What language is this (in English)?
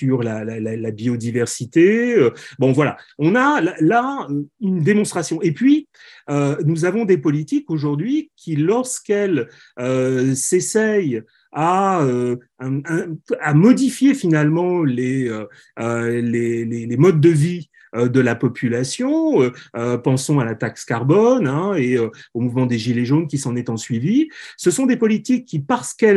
French